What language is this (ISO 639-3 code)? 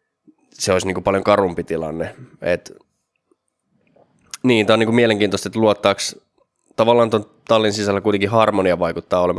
fin